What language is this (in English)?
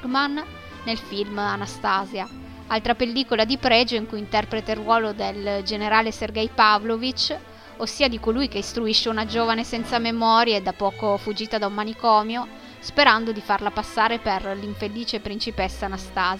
Italian